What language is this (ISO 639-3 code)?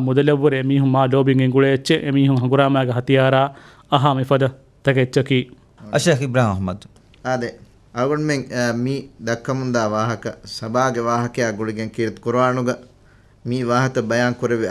div